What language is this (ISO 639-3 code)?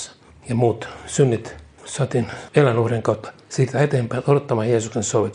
fin